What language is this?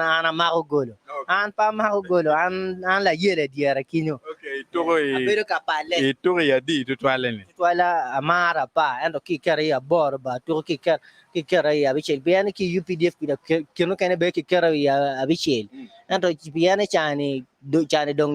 Acoli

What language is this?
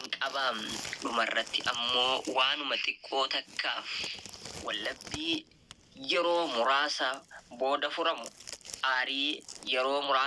Oromo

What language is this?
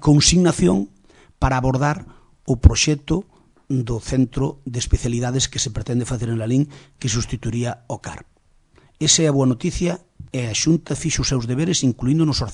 Galician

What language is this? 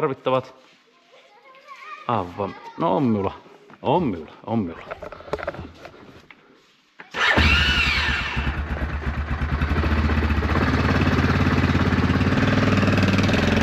Finnish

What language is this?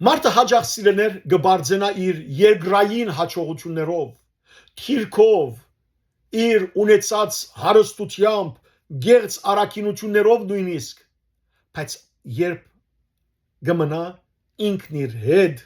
Western Armenian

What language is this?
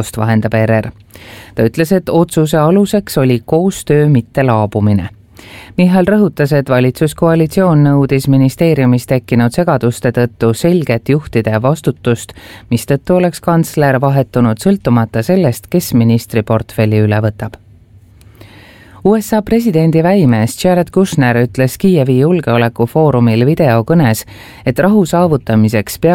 Estonian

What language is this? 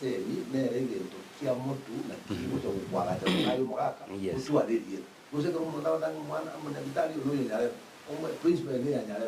Gusii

